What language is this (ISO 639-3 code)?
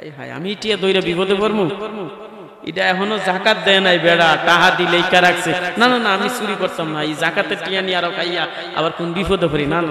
syl